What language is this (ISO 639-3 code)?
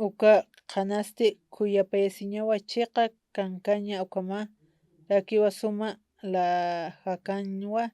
aym